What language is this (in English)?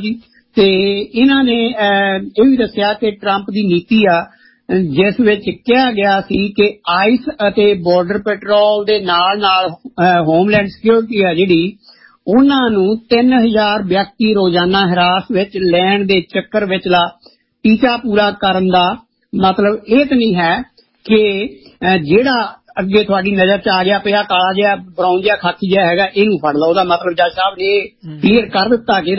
Punjabi